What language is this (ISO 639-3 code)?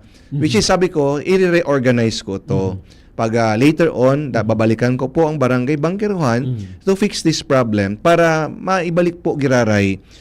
bik